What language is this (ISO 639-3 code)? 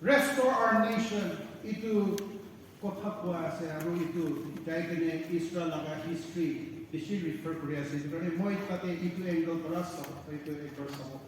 nag